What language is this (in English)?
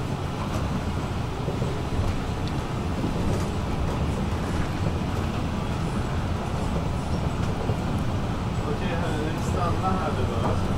Swedish